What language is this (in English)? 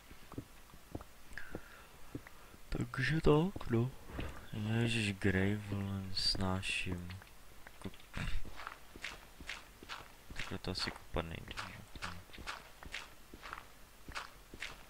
Czech